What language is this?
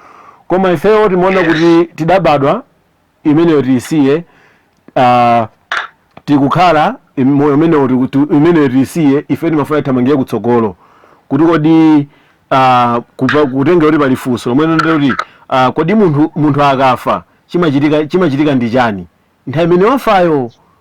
Nyanja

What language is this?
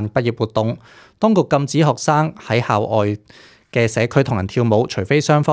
Cantonese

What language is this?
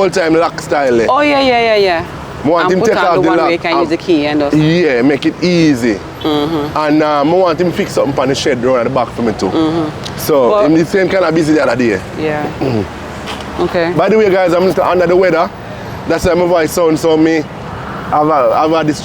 Jamaican Creole English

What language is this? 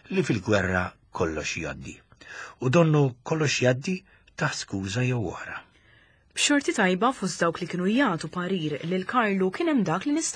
Maltese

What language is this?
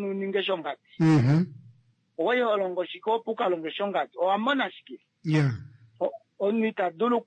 Kuanyama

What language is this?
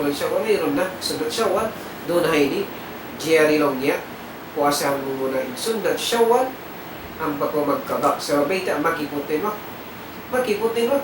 Tausug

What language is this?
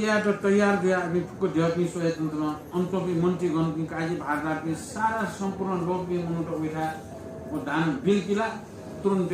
Newari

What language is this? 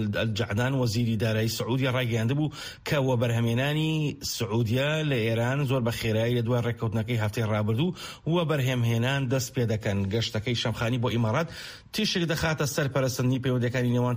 Central Kurdish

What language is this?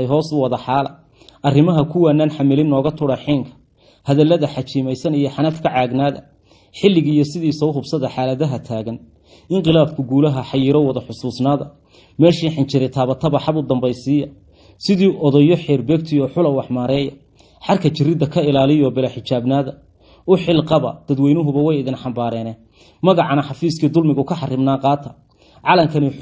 Somali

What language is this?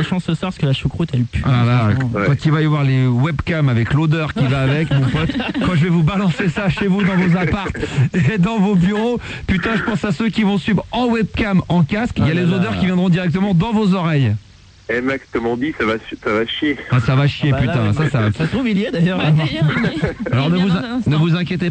French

